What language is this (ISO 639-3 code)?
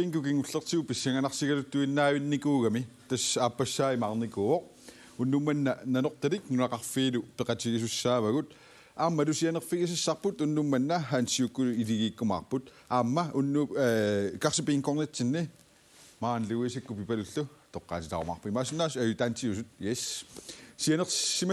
kal